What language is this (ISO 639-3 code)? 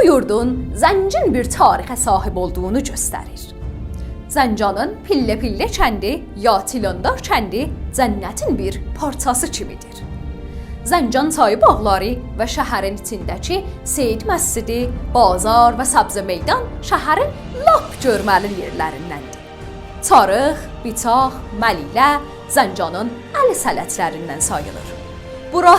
azb